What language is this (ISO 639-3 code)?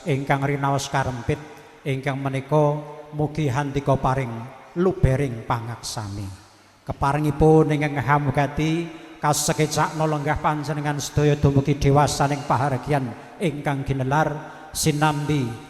jav